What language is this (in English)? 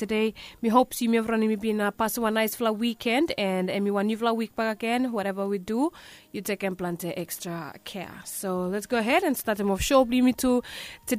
Bislama